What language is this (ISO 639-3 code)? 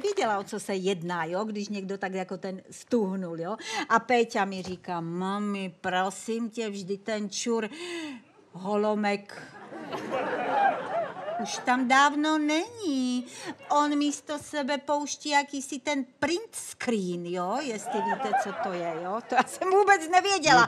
ces